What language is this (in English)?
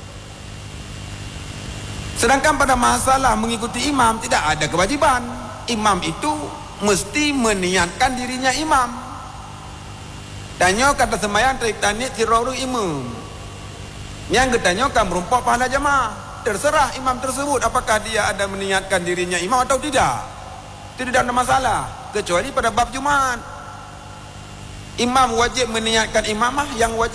Malay